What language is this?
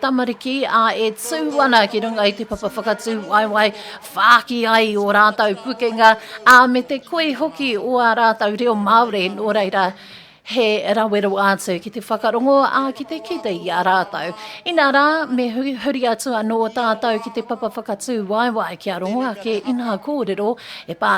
Māori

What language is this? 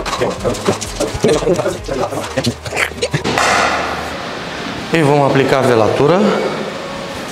Romanian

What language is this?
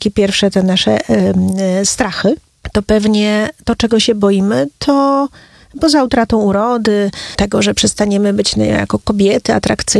Polish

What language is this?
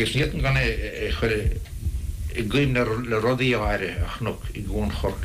Irish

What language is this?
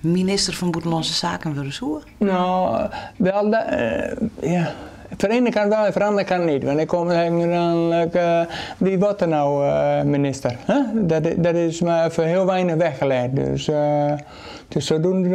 Western Frisian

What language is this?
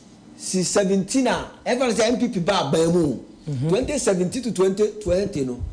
Akan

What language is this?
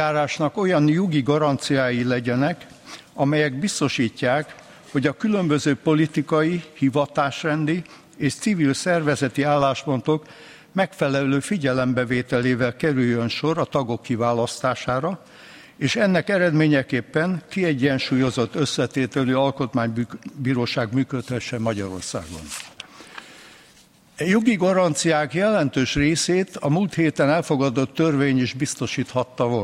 Hungarian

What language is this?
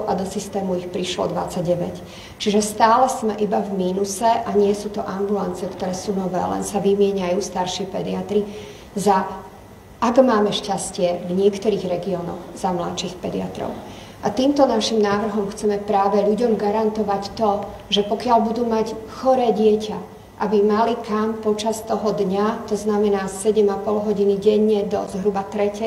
Slovak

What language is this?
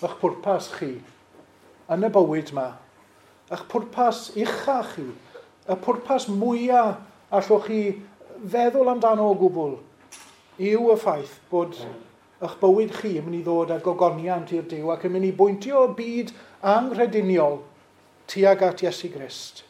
Welsh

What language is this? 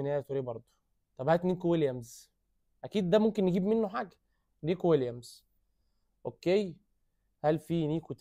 Egyptian Arabic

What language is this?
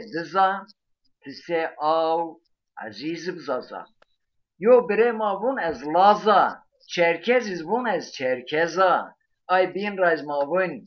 Zaza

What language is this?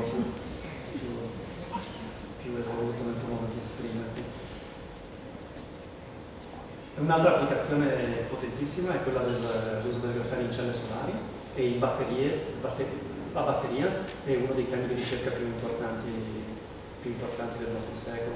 Italian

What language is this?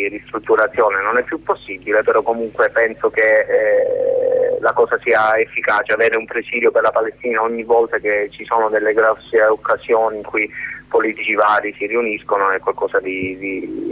Italian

